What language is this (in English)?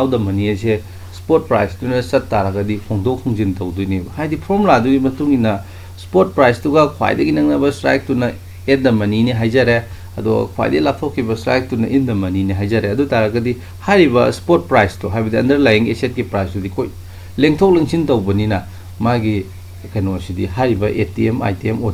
Manipuri